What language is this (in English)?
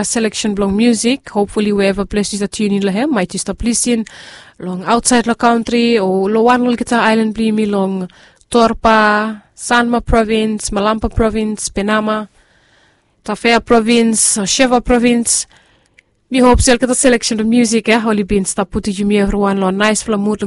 Bislama